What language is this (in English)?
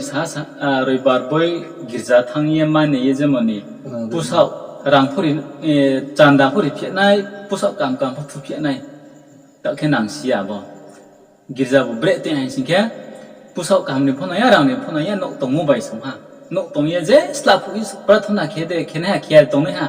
Riang (India)